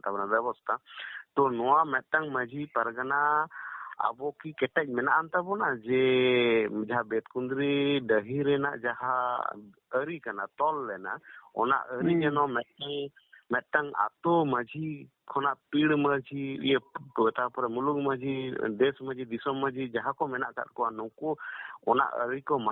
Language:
Santali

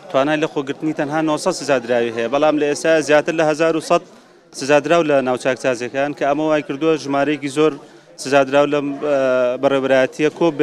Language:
Central Kurdish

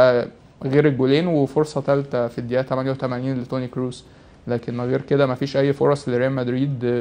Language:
Egyptian Arabic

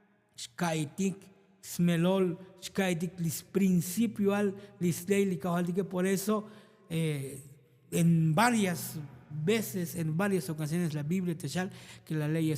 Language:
Tzotzil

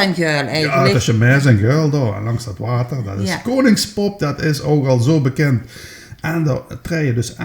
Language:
Limburgish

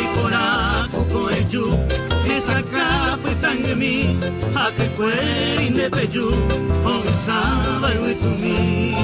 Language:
Guarani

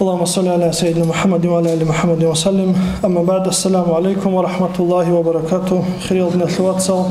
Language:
Avaric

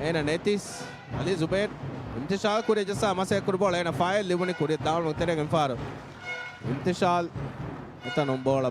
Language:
Divehi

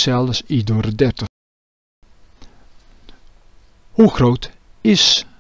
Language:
Dutch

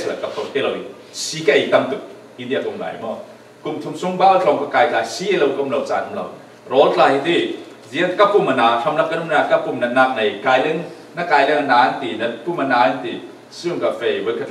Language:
Falam Chin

